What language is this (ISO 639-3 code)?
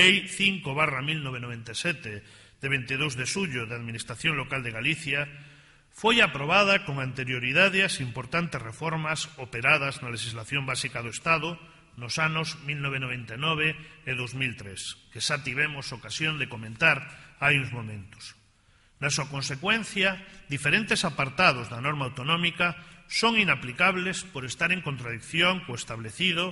glg